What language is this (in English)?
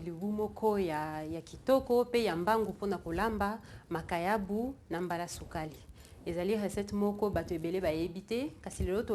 Lingala